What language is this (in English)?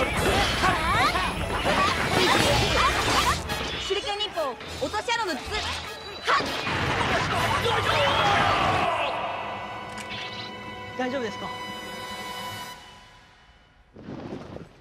Japanese